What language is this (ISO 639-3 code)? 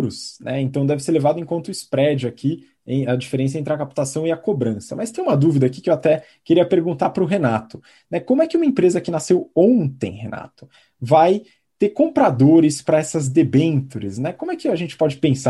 por